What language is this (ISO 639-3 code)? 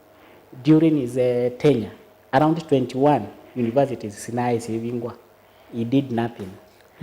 kam